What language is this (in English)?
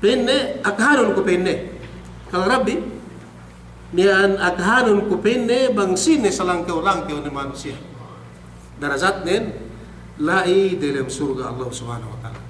Yakan